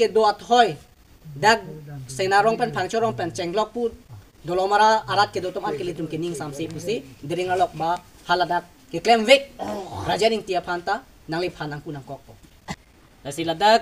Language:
Karbi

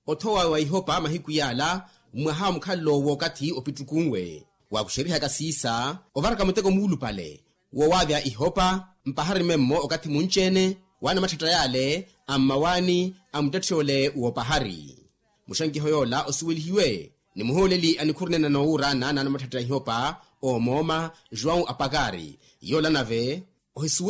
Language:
Makhuwa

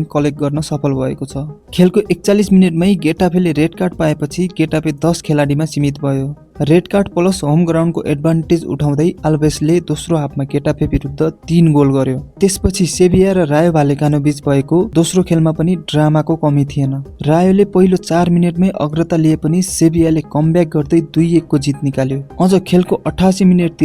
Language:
Nepali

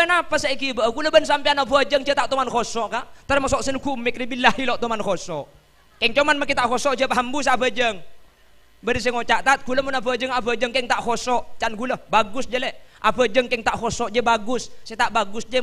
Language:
Madurese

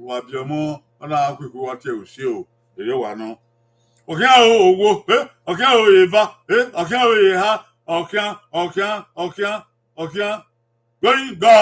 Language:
Bini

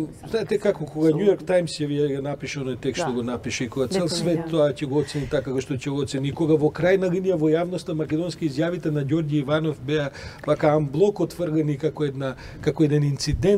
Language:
Macedonian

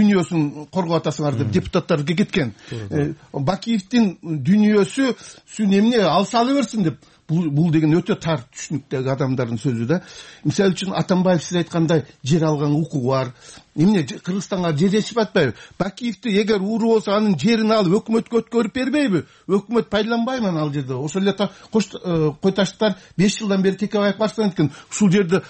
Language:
Kyrgyz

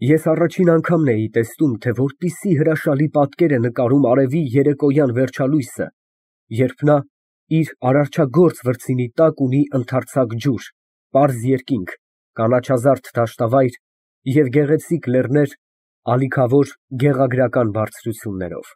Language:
Armenian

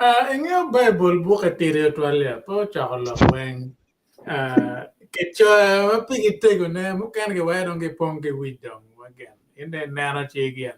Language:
Acoli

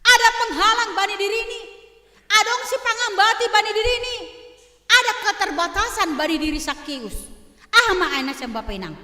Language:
Batak Simalungun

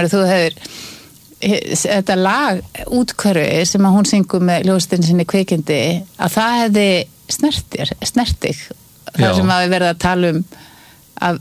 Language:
Icelandic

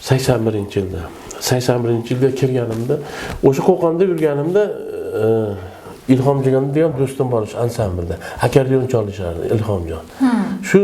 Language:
Uzbek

